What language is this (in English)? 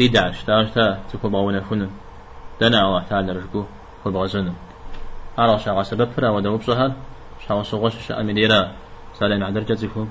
Kabardian